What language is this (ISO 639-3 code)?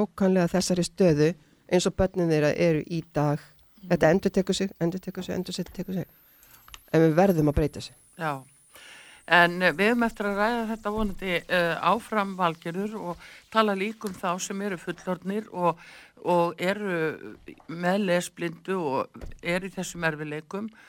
isl